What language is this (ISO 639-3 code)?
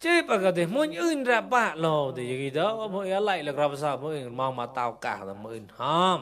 mnw